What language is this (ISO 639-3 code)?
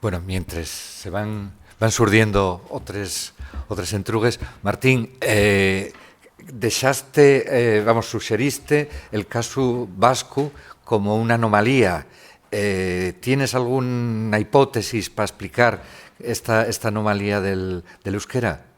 ast